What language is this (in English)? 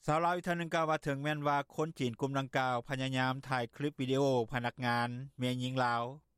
Lao